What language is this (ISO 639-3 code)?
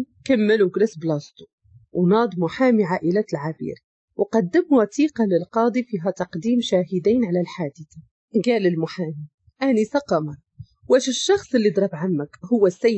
ary